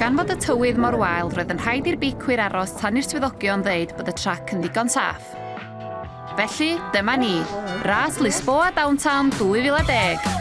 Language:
Welsh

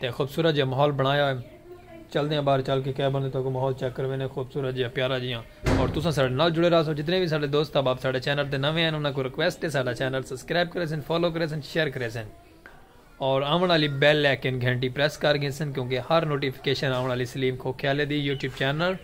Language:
Saraiki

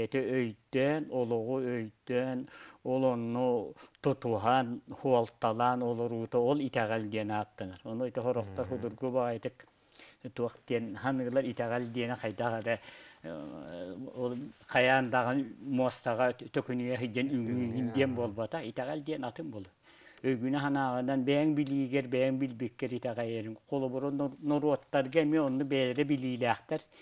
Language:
Yakut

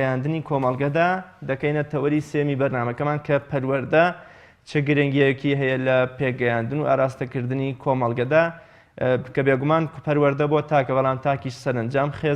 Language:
Central Kurdish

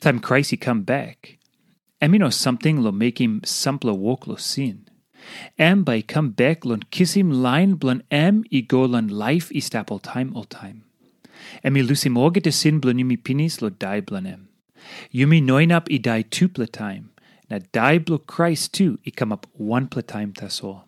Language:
Tok Pisin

